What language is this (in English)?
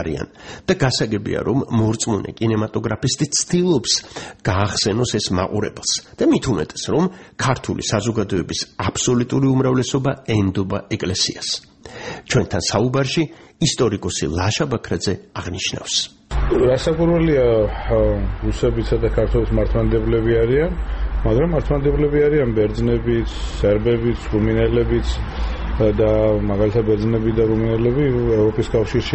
Georgian